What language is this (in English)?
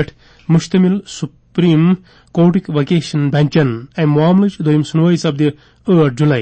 Kashmiri